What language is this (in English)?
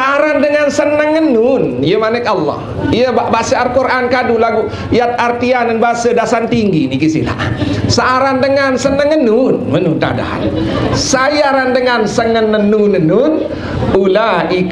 Sasak